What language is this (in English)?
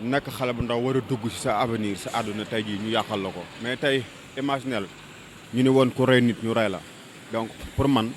Wolof